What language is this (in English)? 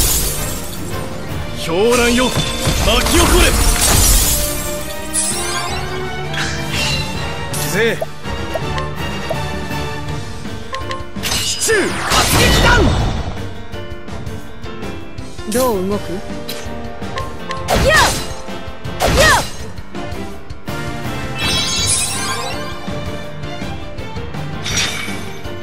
Japanese